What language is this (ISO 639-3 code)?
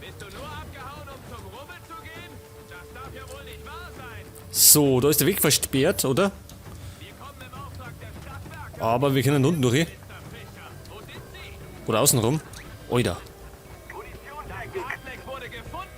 bar